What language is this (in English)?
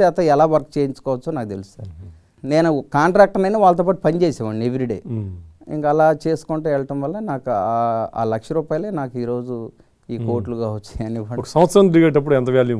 Telugu